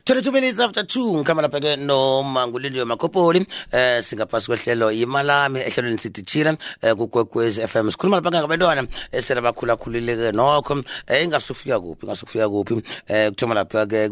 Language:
South Ndebele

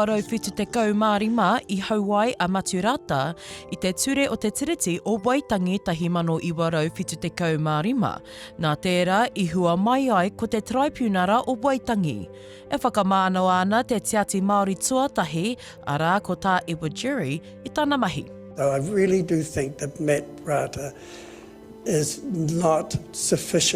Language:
Māori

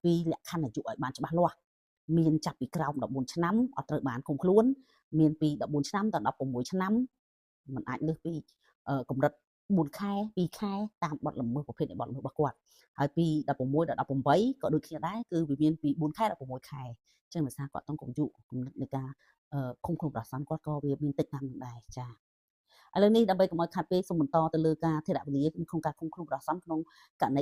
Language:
Khmer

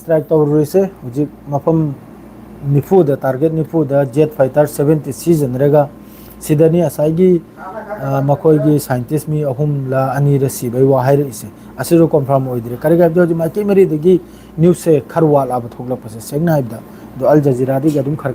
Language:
Manipuri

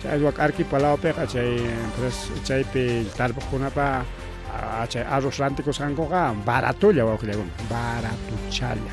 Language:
Ayacucho Quechua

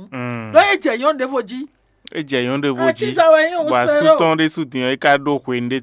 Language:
Fon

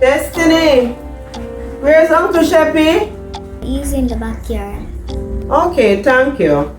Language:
Jamaican Creole English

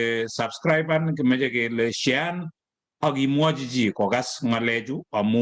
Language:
Kalenjin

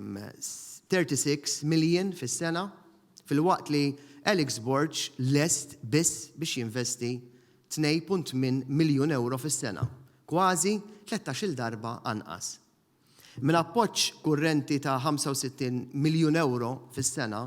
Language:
Maltese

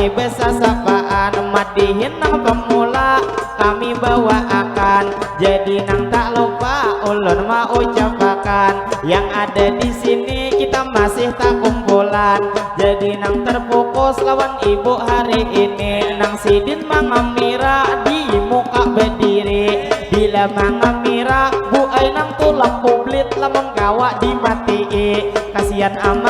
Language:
Banjar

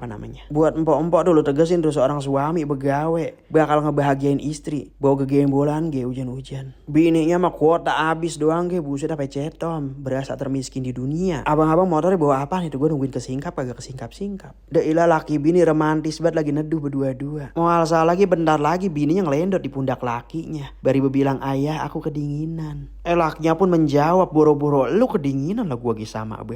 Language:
Betawi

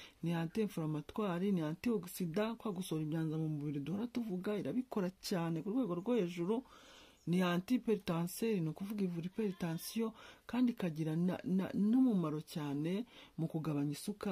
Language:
Kinyarwanda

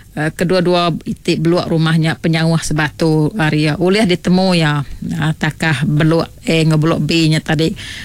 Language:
Iban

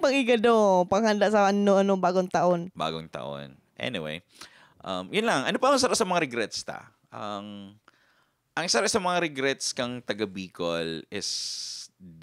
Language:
Bikol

